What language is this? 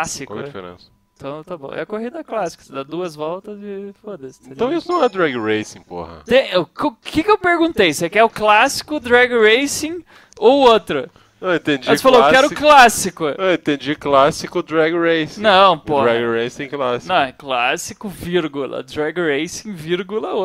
Portuguese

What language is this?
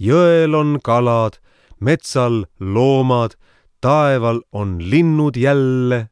Estonian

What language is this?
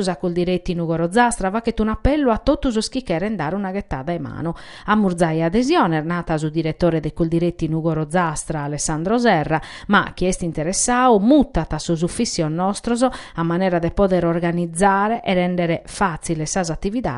Sardinian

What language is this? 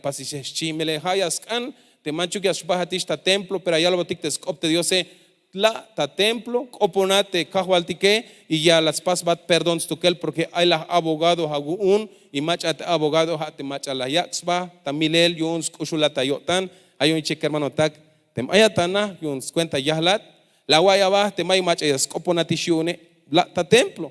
Tzeltal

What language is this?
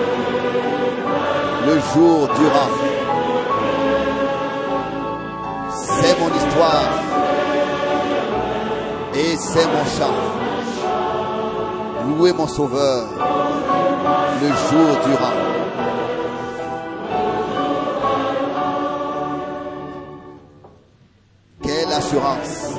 French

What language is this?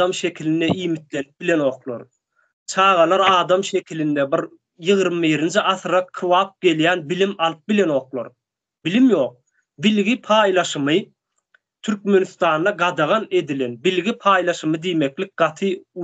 Turkmen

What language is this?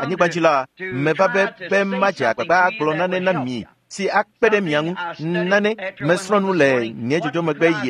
Ewe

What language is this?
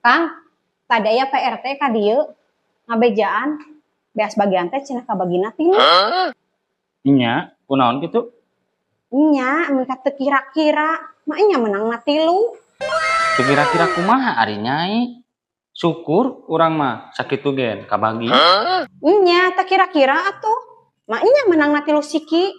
Sundanese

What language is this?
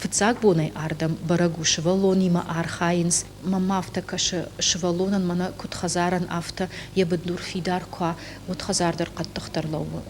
Ossetic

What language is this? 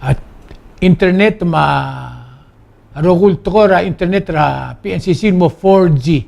Palauan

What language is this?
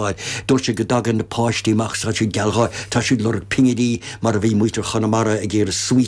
Irish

